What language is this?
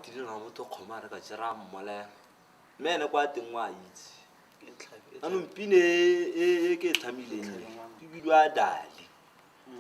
Tswana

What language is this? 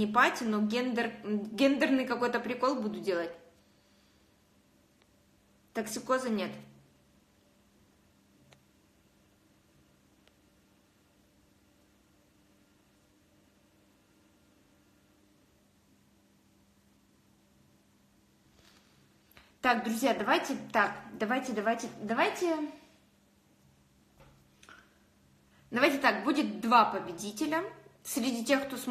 Russian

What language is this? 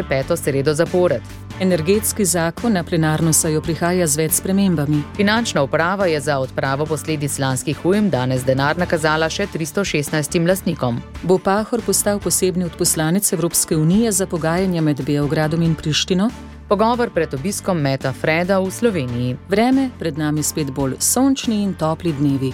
Slovenian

